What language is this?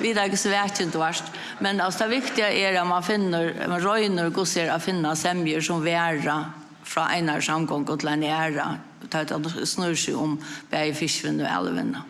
Faroese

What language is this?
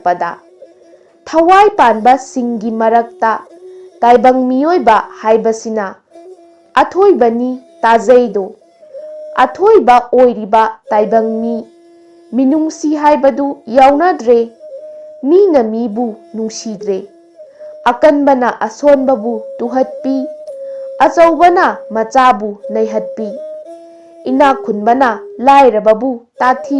Manipuri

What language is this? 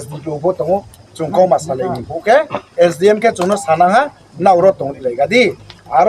Riang (India)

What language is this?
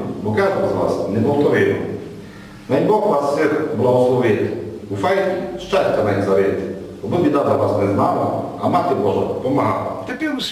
Rusyn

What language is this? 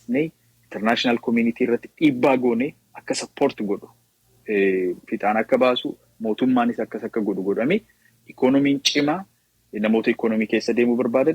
Oromo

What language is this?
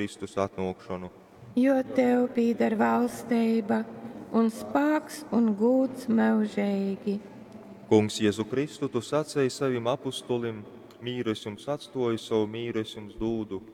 Latgalian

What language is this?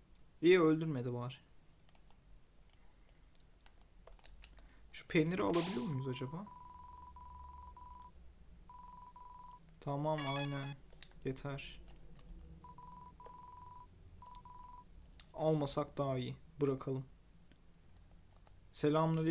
Turkish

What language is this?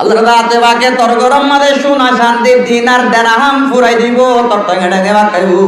Rohingya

